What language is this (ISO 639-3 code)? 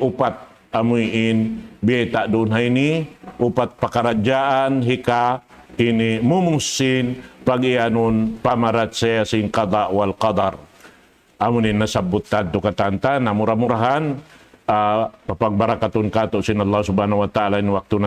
tsg